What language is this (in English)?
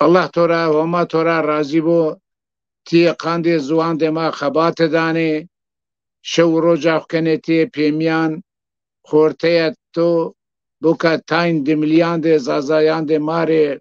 Zaza